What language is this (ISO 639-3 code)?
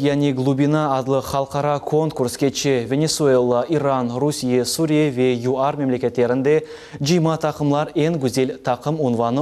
crh